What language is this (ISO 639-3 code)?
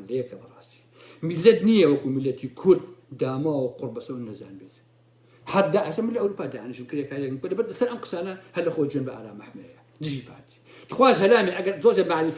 ckb